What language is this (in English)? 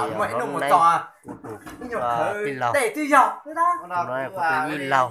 Hmong